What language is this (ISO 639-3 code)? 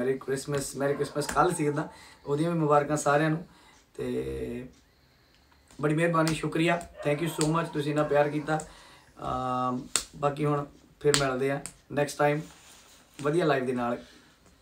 pan